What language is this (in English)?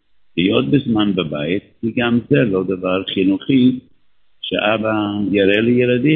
Hebrew